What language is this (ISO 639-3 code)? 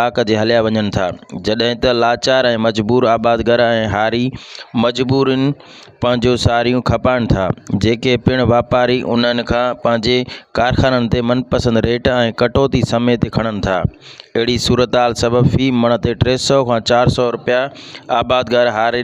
snd